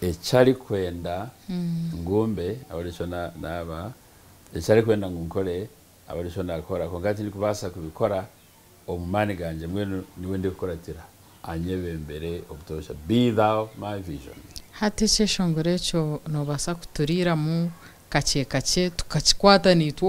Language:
Nyankole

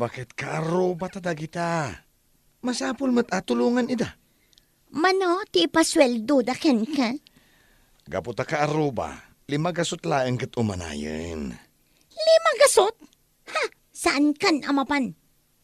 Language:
Iloko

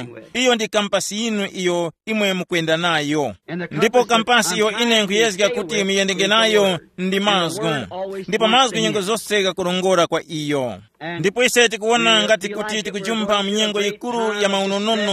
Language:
Tumbuka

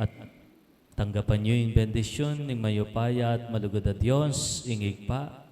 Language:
Pampanga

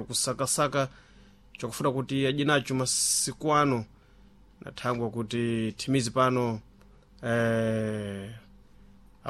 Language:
Sena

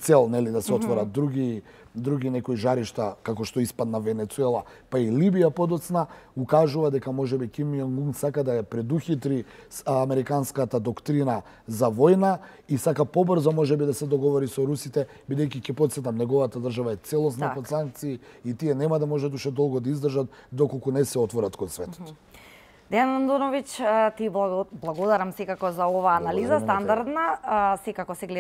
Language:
Macedonian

